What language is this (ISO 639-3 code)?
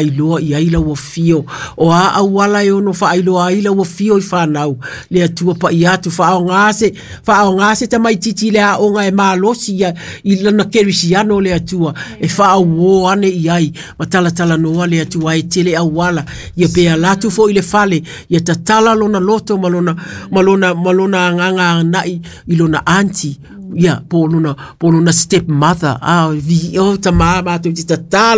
smo